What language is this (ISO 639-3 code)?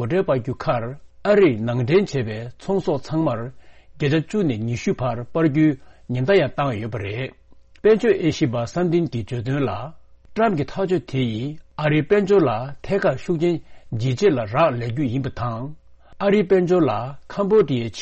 bod